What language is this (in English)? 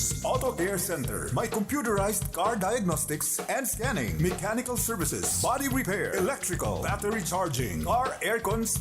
Bikol